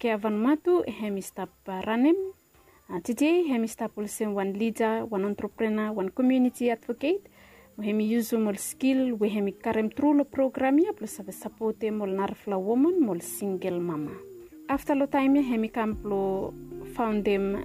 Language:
Bislama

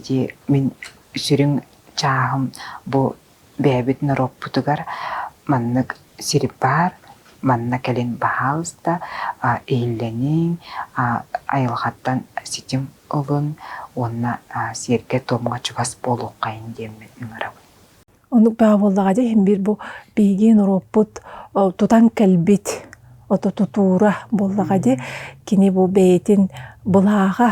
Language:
Yakut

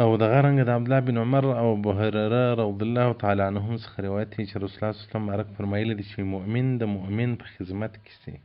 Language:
Pashto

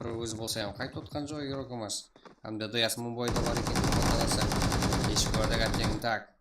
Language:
Kara-Kalpak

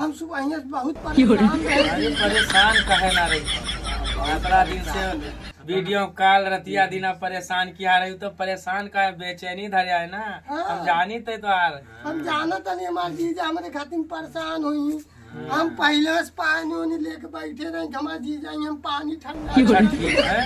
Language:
Awadhi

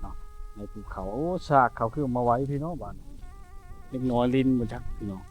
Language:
Lao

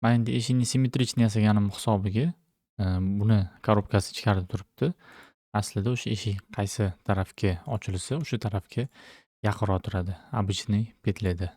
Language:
Uzbek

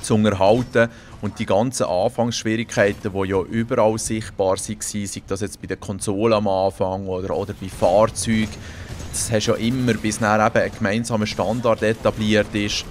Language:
Swiss German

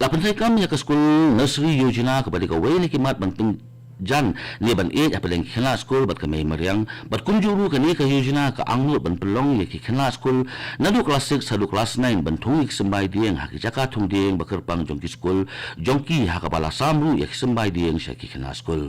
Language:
Khasi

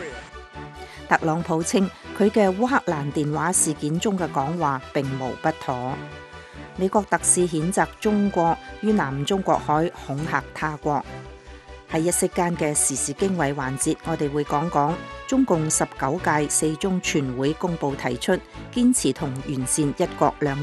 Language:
Cantonese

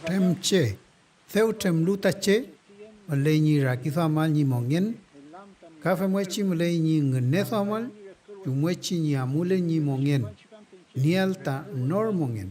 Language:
Mapuche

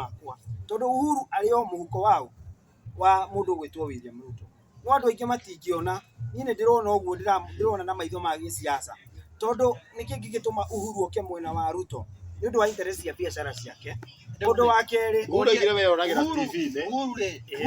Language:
Kikuyu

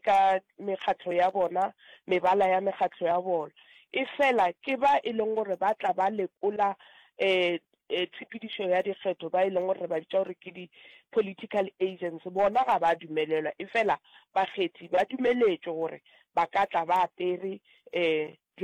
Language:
Northern Sotho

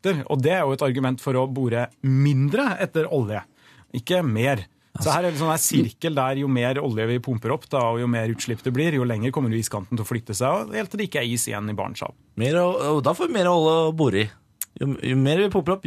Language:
Norwegian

